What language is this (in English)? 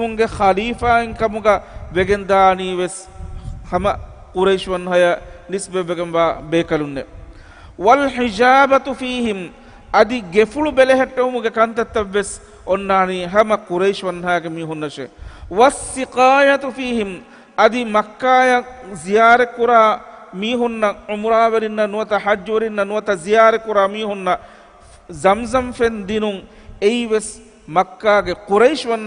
Divehi